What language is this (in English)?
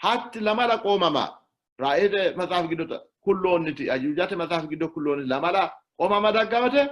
Sidamo